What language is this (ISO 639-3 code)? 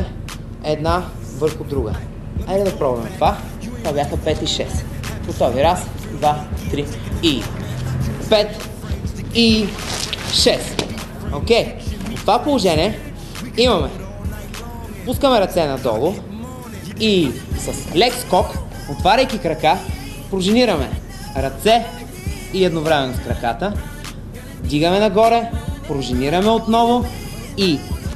bul